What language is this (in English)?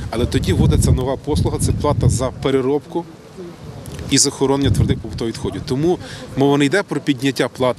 Ukrainian